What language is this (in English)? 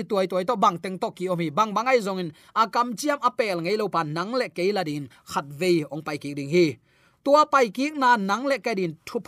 Tedim Chin